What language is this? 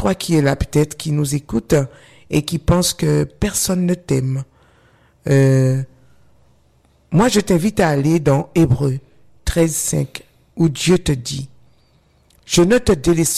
French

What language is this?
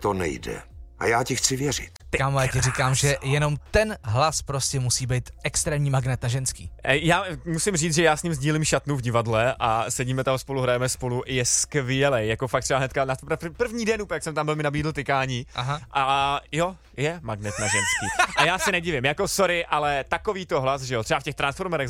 Czech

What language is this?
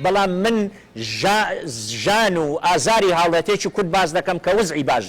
Central Kurdish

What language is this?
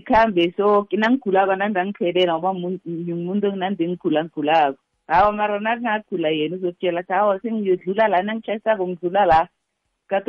South Ndebele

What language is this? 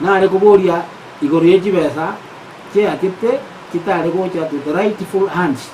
Gusii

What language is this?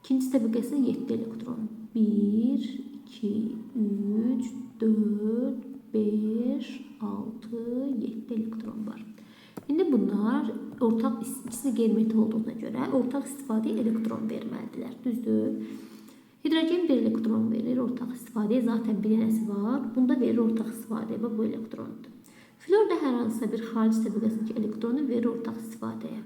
Azerbaijani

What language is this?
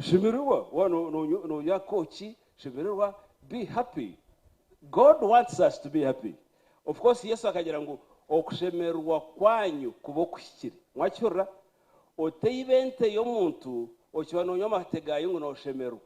Nyankole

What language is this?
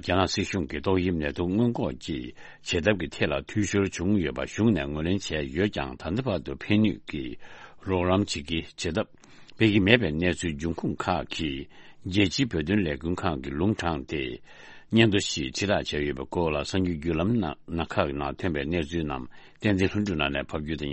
Tibetan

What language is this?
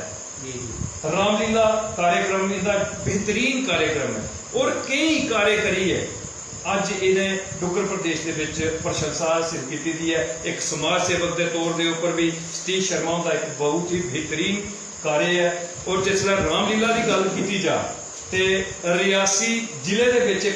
Dogri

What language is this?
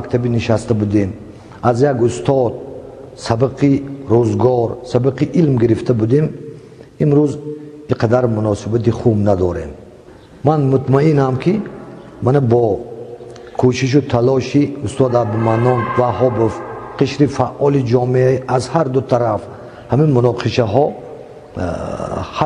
Tajik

